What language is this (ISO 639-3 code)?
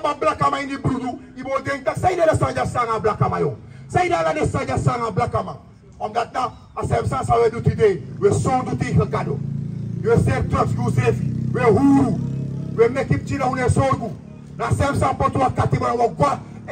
srn